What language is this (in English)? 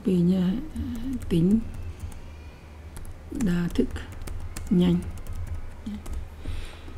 Vietnamese